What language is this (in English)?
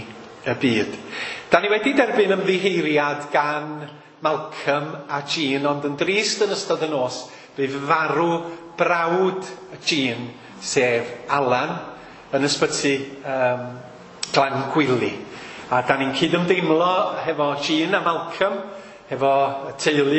Welsh